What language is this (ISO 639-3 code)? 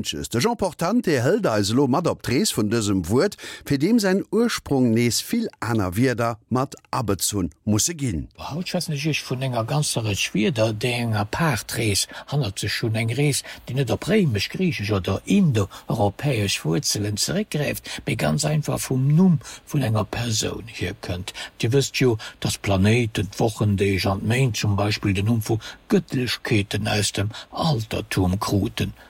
ltz